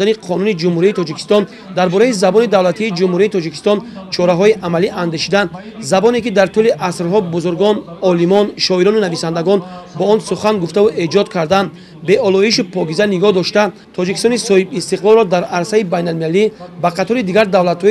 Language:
Tajik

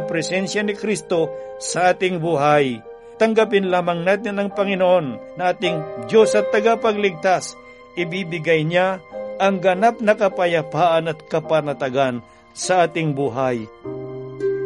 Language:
Filipino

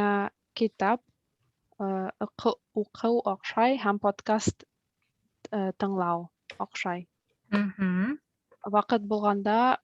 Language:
Bashkir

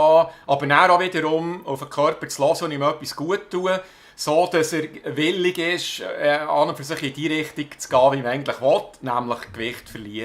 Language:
Swiss German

